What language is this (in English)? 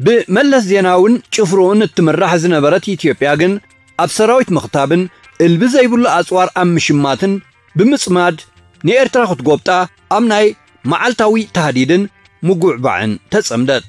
Tigrinya